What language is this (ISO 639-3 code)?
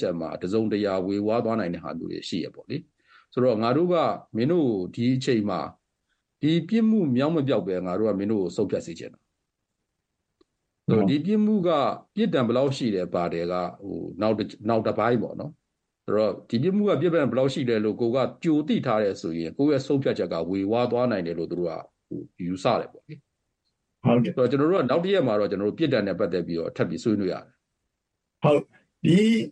mya